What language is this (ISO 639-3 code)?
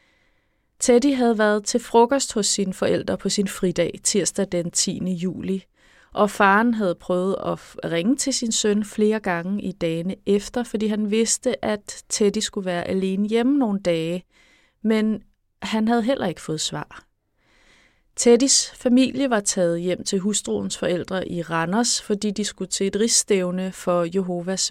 dan